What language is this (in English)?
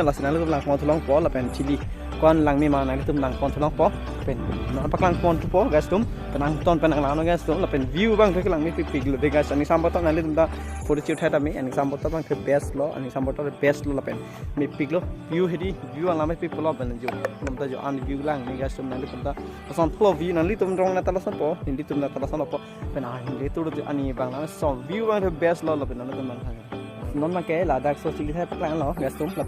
Karbi